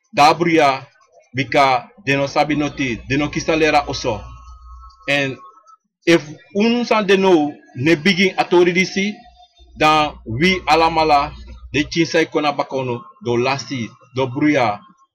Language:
Sranan Tongo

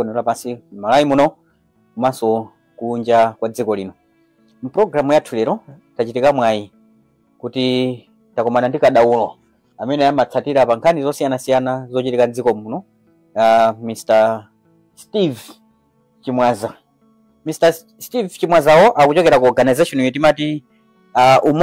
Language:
Nyanja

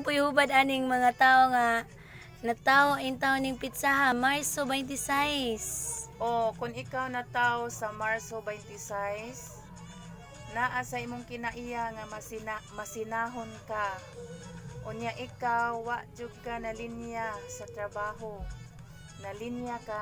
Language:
Cebuano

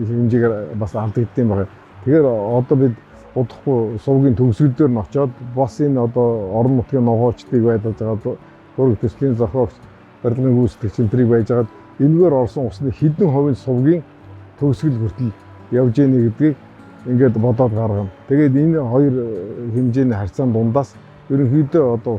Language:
Mongolian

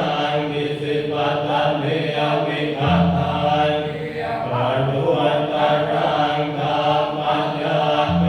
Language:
Pali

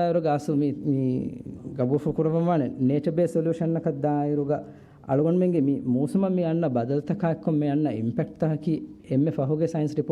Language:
Divehi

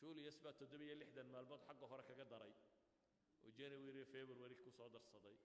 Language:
Somali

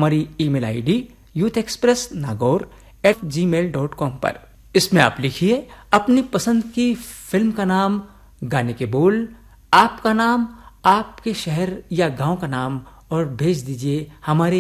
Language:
Hindi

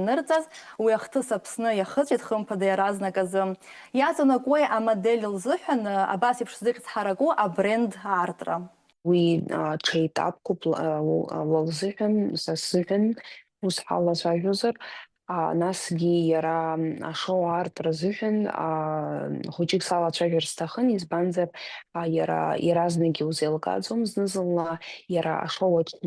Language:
Abkhazian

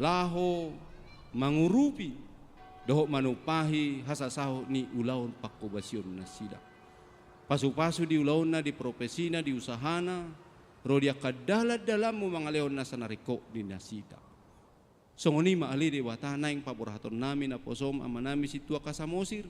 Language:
Batak Toba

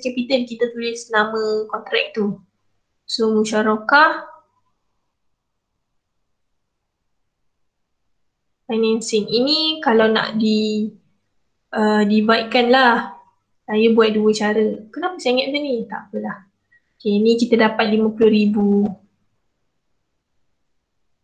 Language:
Malay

